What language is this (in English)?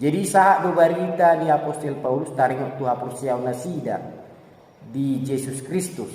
Batak Toba